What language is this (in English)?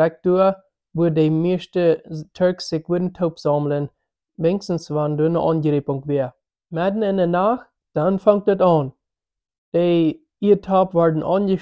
Plautdietsch